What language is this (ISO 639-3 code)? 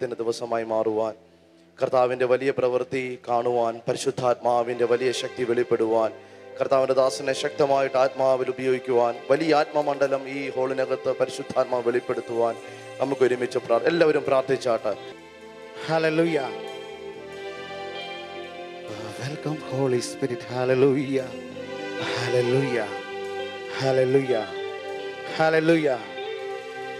mal